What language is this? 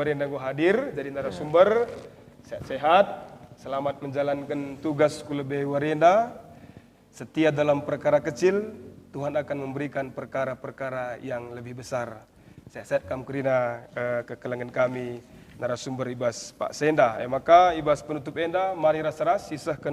Batak Karo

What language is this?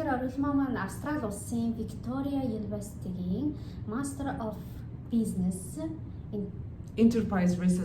Mongolian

